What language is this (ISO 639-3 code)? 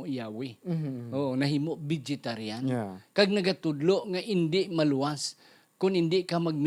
hil